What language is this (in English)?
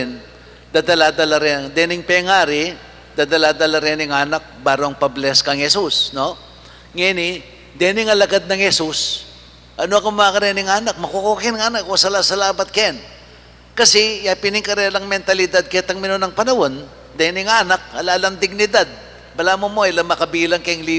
Pampanga